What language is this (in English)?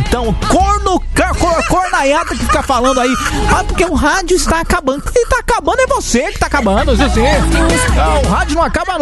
Portuguese